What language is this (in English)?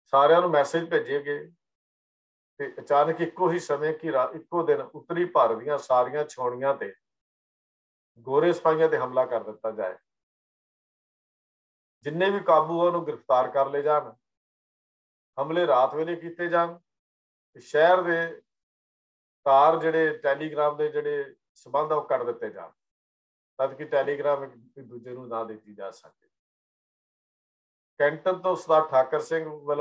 Punjabi